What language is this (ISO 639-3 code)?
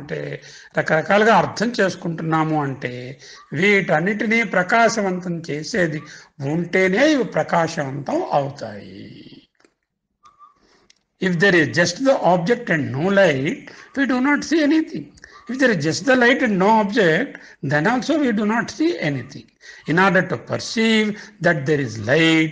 tel